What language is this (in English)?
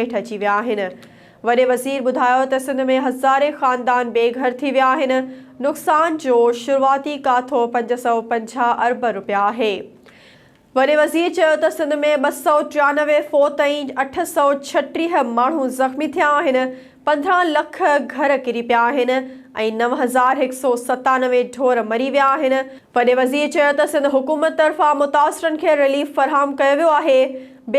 Sindhi